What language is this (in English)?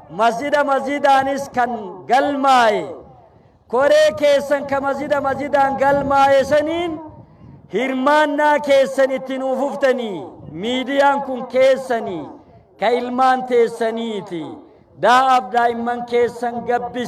Oromo